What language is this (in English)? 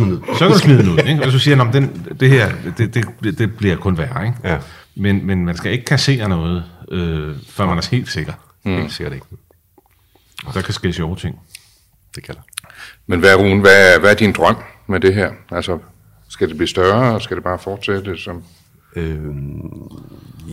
Danish